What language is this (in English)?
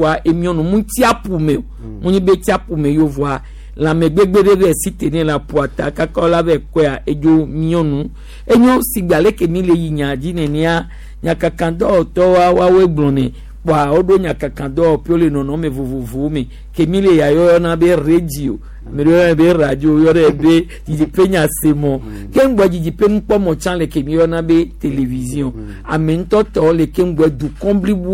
Gen